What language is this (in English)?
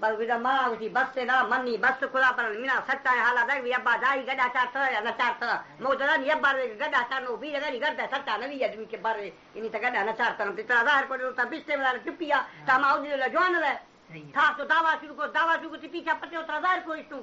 Baluchi